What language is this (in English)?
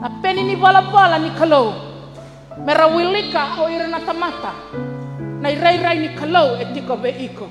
Fijian